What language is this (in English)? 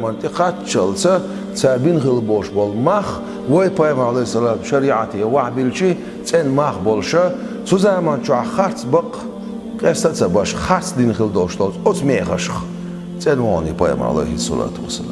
Chechen